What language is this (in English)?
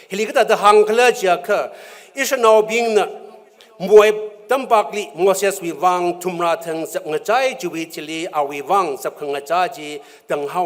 Tangkhul Naga (India)